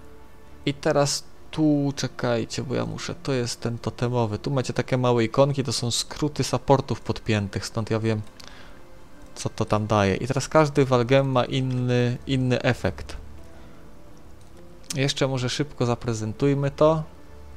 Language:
Polish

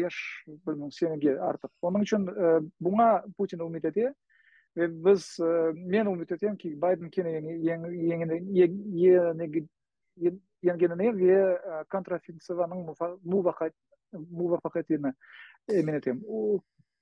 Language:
Crimean Tatar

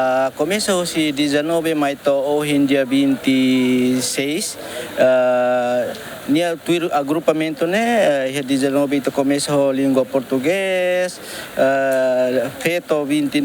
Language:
Tetum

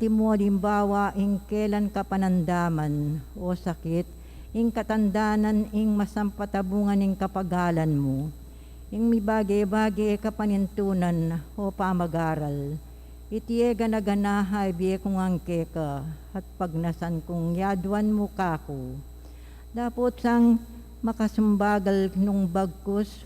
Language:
Pampanga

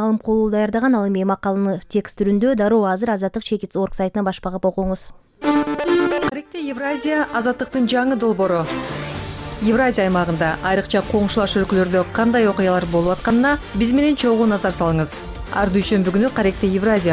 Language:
Kyrgyz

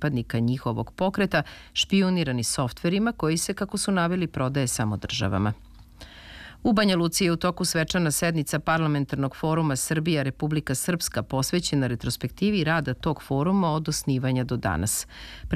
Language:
Serbian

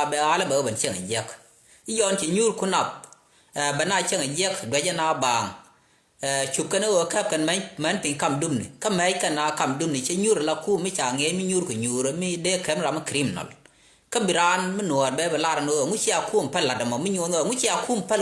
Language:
Nuer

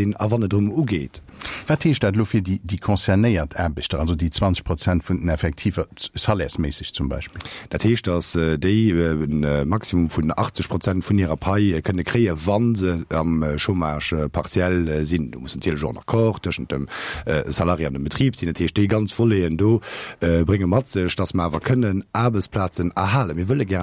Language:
Luxembourgish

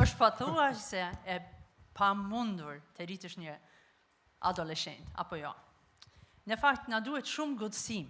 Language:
Albanian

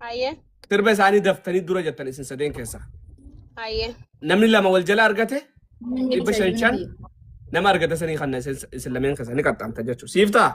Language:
Oromo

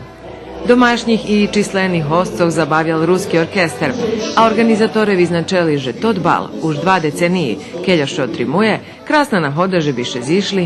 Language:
Rusyn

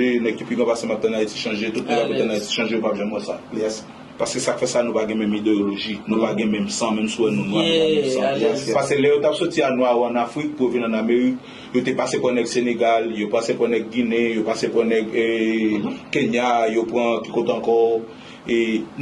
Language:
Haitian Creole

